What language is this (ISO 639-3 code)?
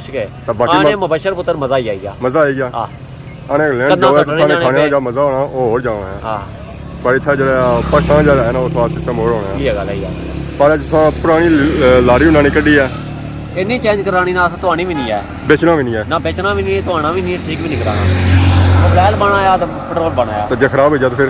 phr